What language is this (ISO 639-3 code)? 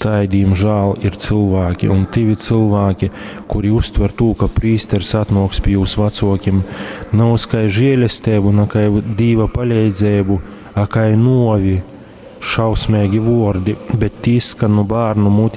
ltg